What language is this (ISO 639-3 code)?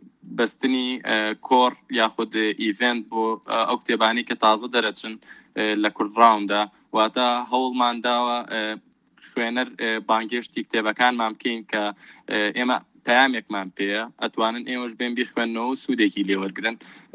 ckb